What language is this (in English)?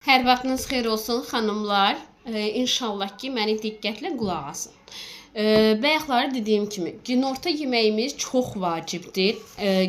Azerbaijani